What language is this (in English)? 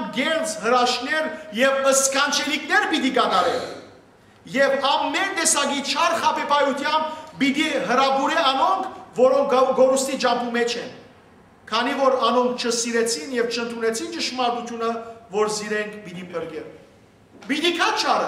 Western Armenian